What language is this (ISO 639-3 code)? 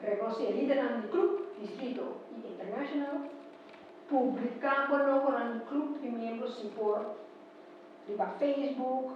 pap